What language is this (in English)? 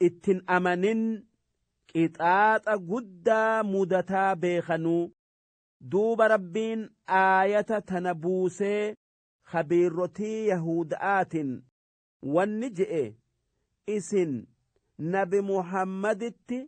Oromo